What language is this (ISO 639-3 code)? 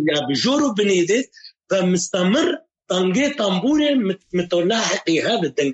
kur